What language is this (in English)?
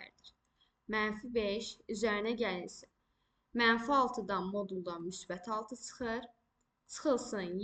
Azerbaijani